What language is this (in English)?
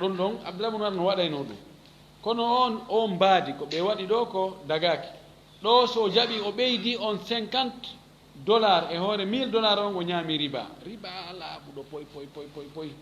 Fula